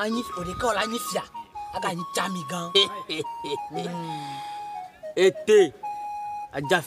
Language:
Ewe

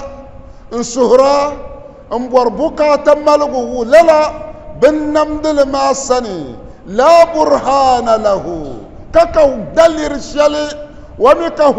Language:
Dagbani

